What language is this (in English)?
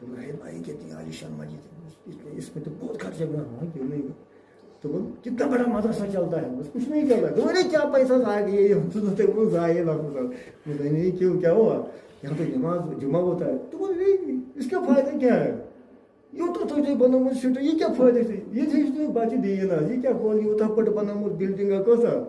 Kashmiri